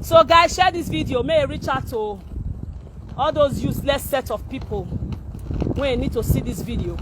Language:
Nigerian Pidgin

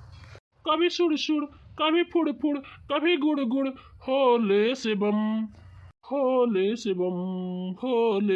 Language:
Bhojpuri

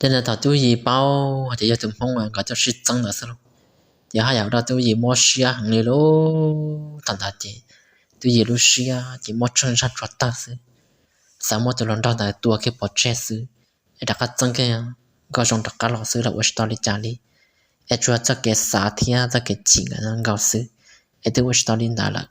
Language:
Hmong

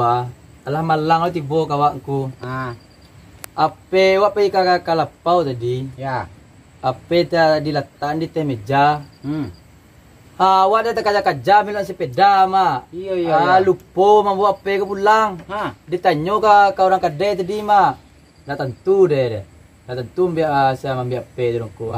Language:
Minangkabau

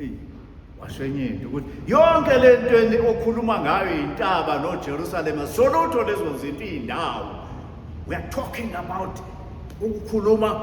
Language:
Zulu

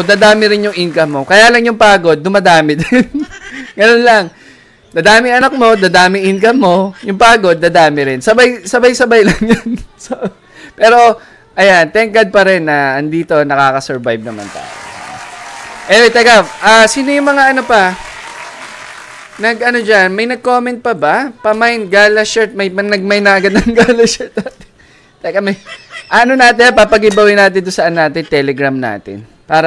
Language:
Filipino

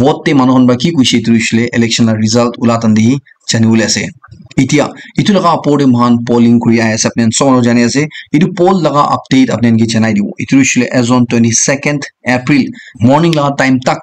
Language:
Naga Pidgin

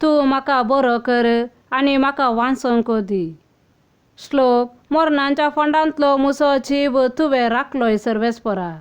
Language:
Konkani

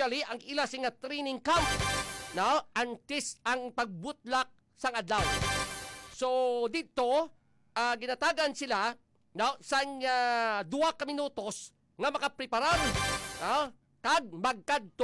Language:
Hiligaynon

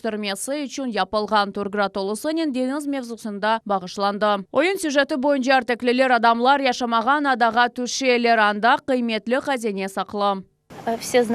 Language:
Crimean Tatar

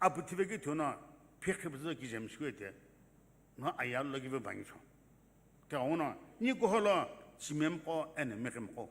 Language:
Sumi Naga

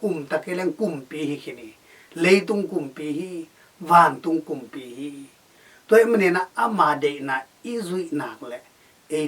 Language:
Tedim Chin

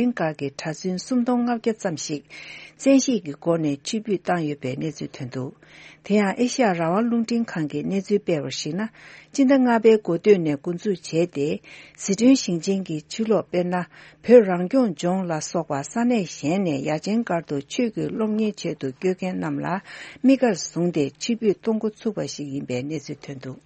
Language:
Tibetan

